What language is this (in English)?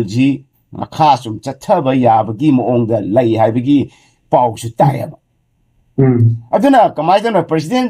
Manipuri